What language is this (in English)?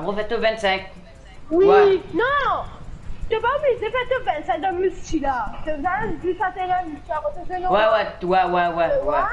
Morisyen